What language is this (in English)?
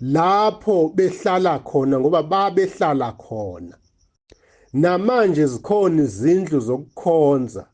Zulu